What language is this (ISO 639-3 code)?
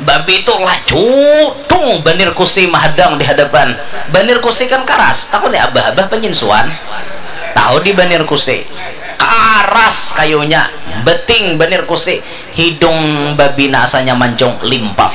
bjn